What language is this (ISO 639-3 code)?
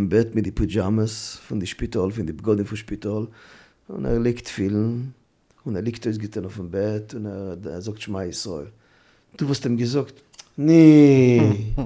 yid